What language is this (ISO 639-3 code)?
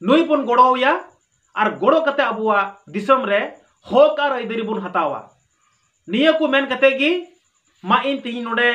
sat